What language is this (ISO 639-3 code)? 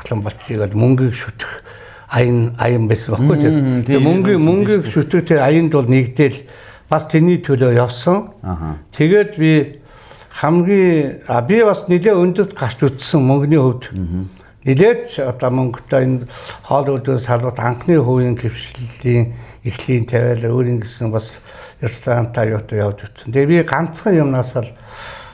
mon